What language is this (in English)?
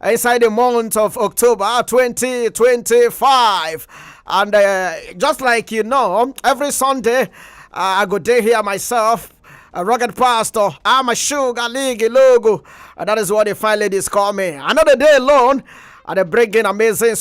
Nigerian Pidgin